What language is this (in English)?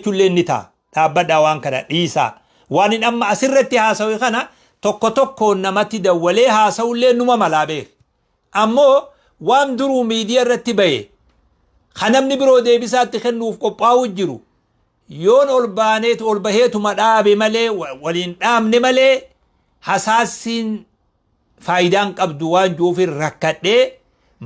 Oromo